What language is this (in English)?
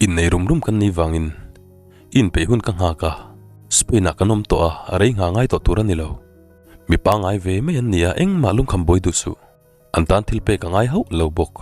Mizo